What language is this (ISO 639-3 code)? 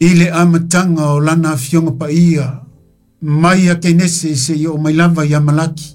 smo